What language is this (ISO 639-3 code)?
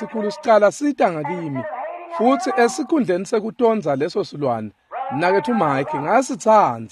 ssw